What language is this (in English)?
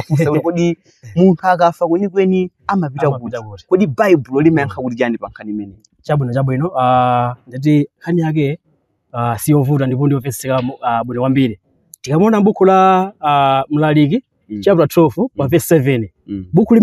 Nyanja